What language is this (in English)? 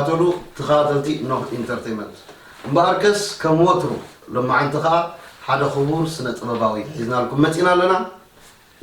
Tigrinya